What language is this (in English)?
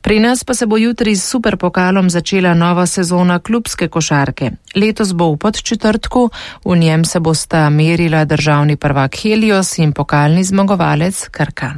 Slovenian